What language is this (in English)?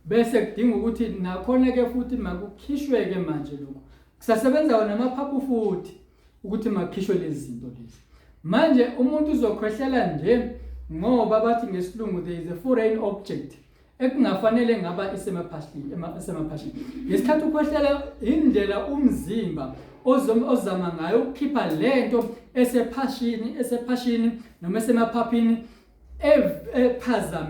Zulu